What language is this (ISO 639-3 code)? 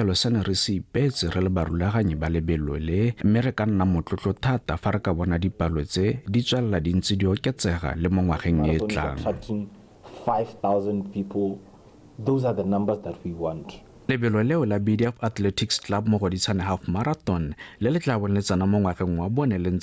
tsn